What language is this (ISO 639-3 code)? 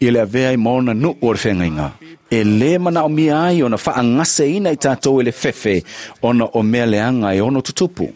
smo